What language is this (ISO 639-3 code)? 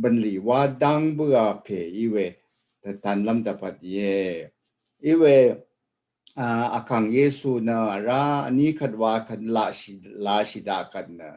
raw